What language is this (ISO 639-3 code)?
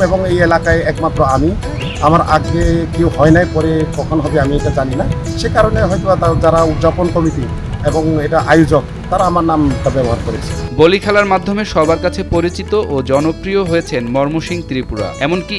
ben